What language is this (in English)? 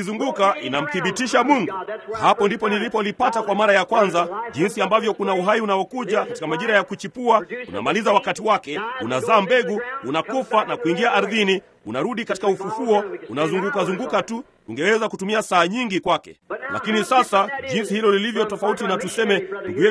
Swahili